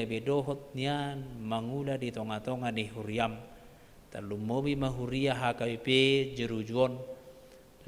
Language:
Batak Toba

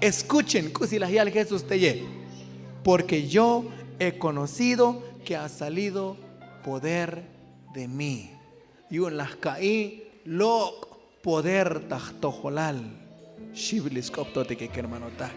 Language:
Tzotzil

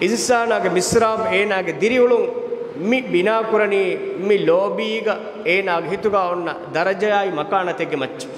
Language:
Divehi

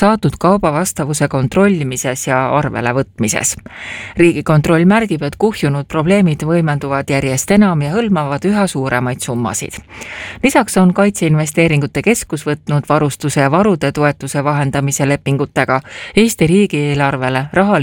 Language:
Estonian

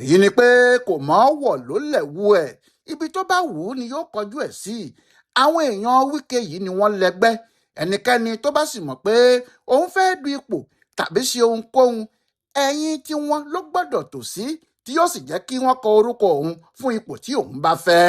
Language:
Yoruba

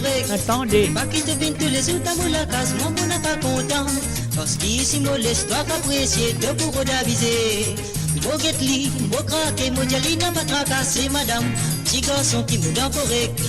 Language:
Morisyen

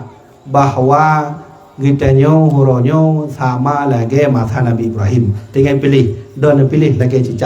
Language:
Achinese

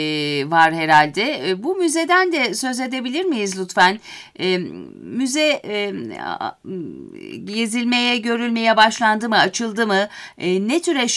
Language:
Turkish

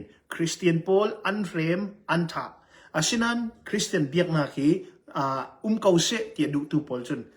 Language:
Hakha Chin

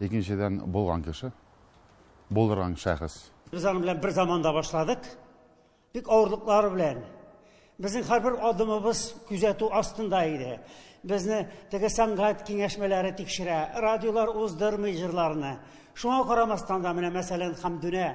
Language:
Tatar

